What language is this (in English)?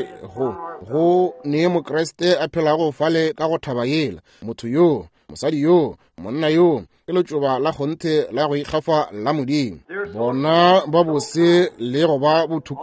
Northern Sotho